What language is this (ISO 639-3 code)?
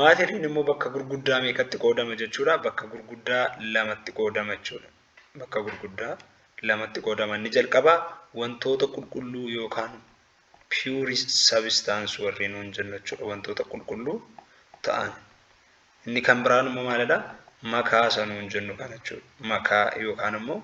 orm